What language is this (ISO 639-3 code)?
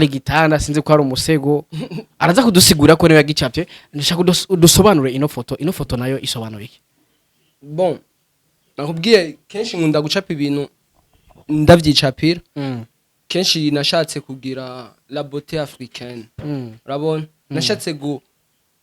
run